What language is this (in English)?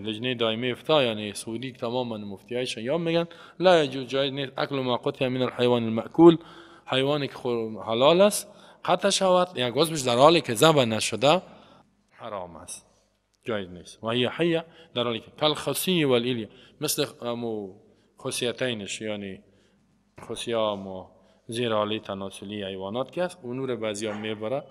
Persian